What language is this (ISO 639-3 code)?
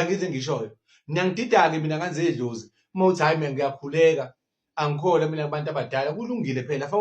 zul